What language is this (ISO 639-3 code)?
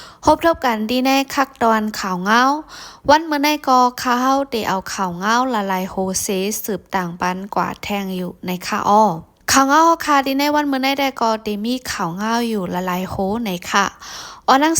shn